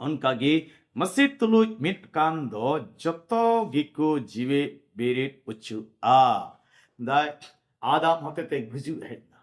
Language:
Santali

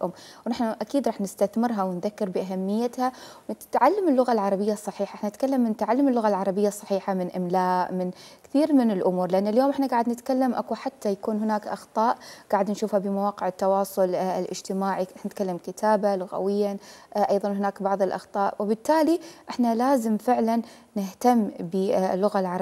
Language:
Mesopotamian Arabic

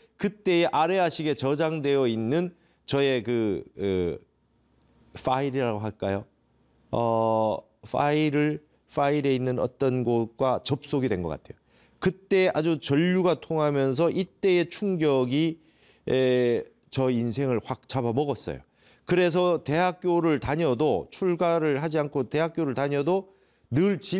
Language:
Korean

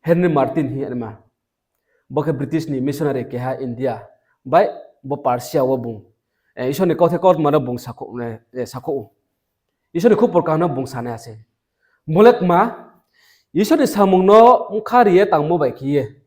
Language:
Riang (India)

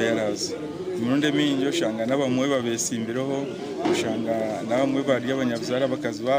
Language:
Nyankole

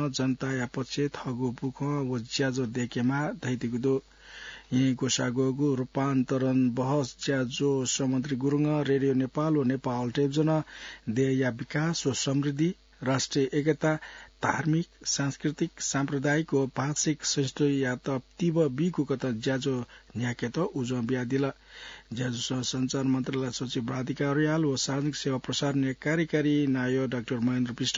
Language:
Newari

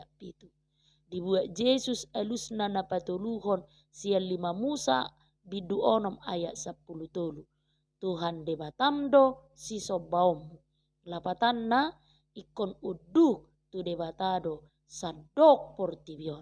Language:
Batak Toba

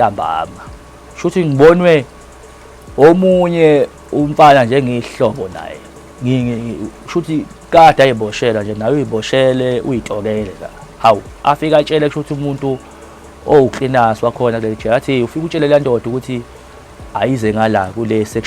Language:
Zulu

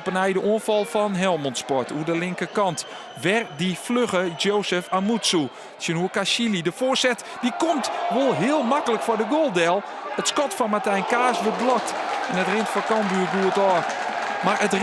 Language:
Western Frisian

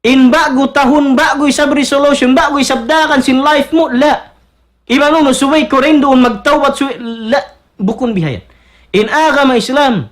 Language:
Tausug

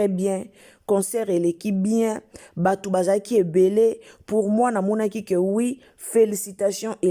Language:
Lingala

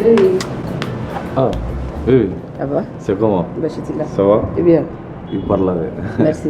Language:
Bambara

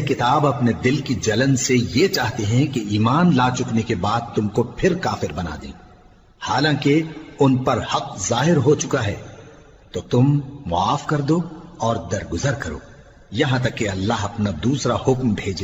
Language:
Urdu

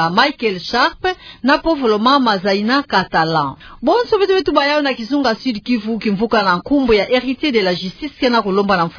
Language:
Kituba (Democratic Republic of Congo)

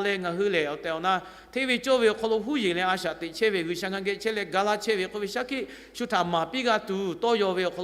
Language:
Lahu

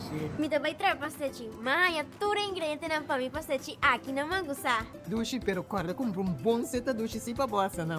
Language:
Papiamento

